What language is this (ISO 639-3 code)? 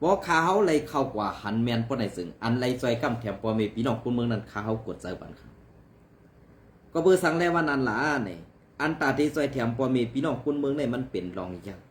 shn